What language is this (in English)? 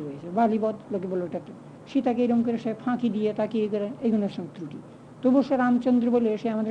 Bangla